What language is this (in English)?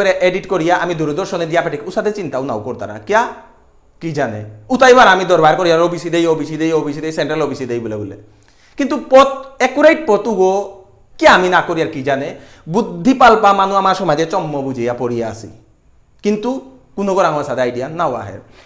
Bishnupriya